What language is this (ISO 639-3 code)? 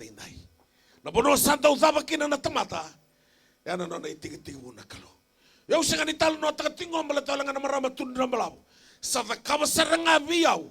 fij